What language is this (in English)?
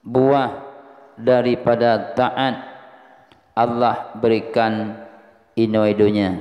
Achinese